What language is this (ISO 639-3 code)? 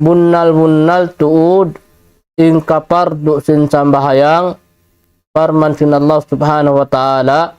tsg